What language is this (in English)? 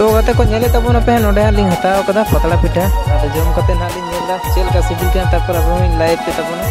Santali